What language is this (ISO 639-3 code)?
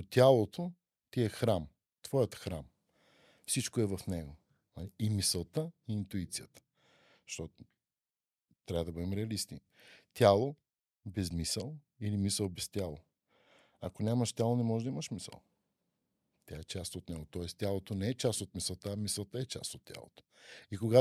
bul